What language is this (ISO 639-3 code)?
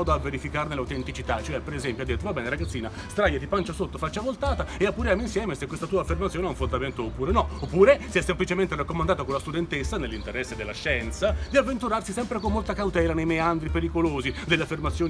ita